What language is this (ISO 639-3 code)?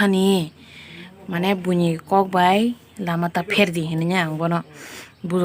trp